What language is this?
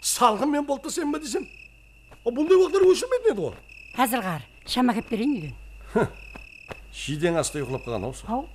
Kara-Kalpak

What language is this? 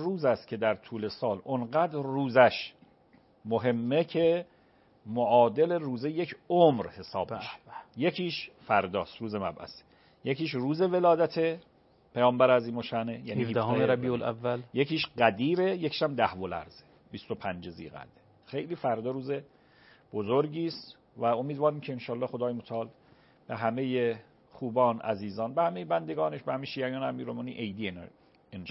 Persian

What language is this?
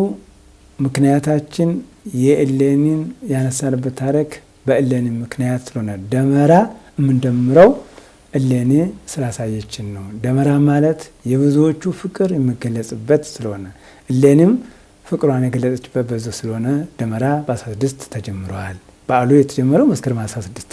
Amharic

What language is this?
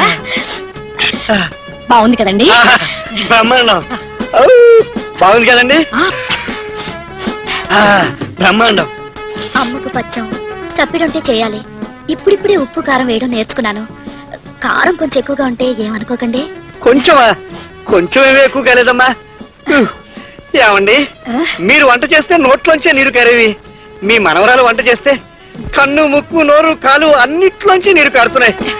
Telugu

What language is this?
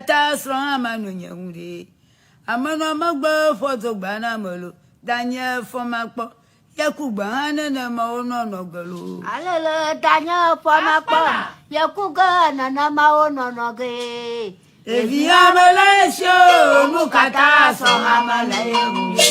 Ewe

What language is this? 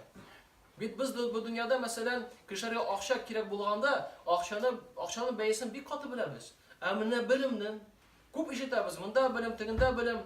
Tatar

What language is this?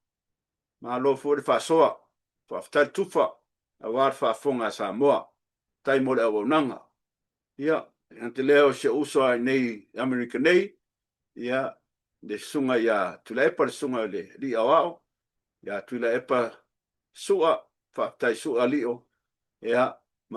Samoan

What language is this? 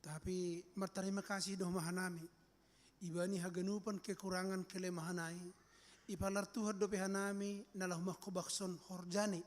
Batak Simalungun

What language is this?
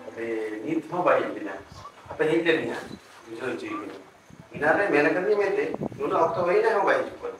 Santali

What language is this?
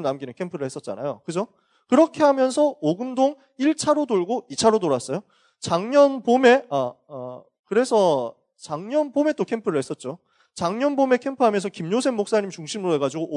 Korean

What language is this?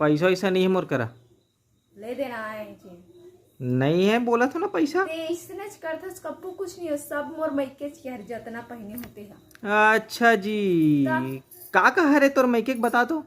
Chhattisgarhi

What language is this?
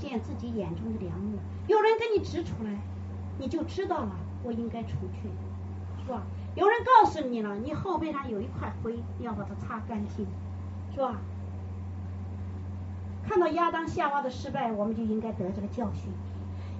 Chinese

